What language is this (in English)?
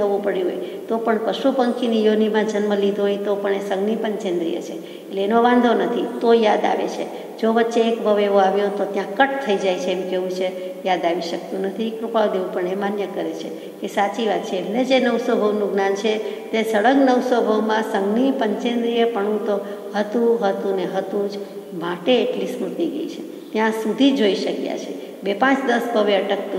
Gujarati